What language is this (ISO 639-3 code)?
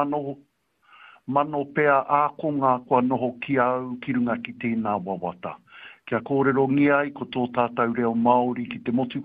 mri